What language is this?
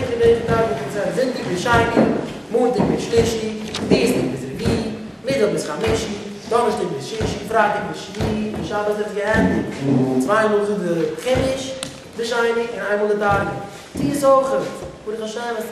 Yiddish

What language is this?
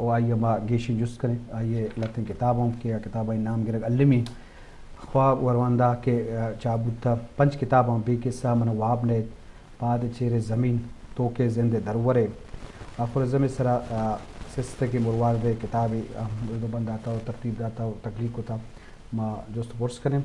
Eastern Balochi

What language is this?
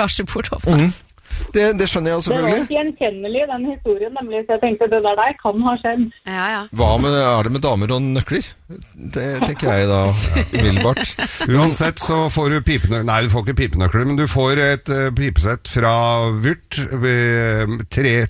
Norwegian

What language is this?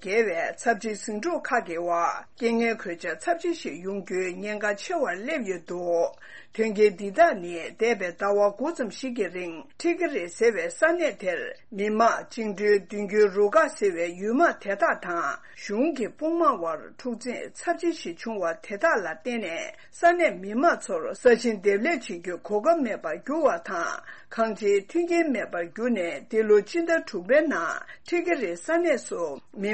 Tibetan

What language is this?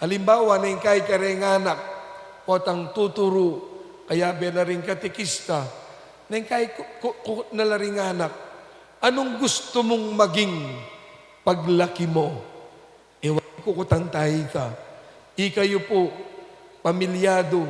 Pampanga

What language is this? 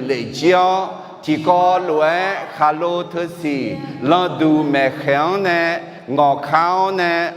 Akha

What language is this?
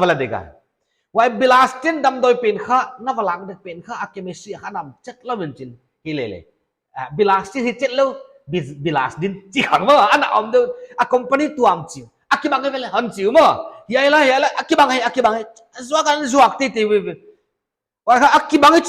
Paite Chin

